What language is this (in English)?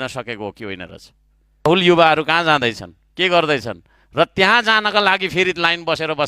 Nepali